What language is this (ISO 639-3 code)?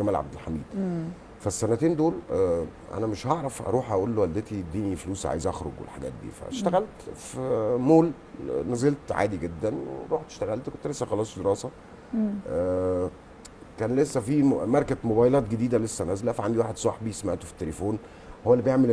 arz